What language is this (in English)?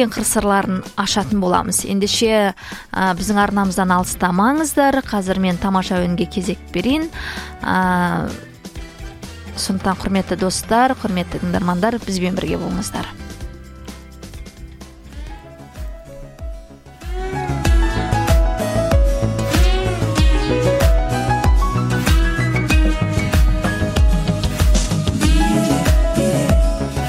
Kazakh